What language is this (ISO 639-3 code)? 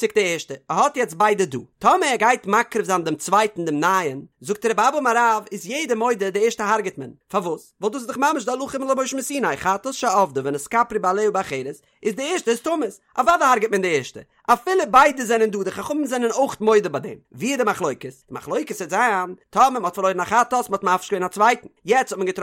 yid